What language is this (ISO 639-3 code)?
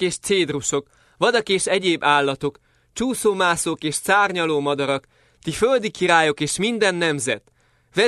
hun